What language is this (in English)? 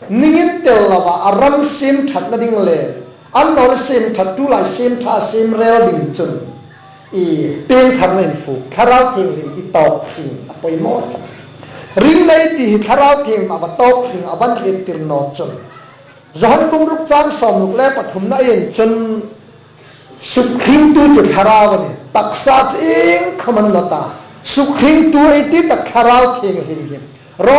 Hmar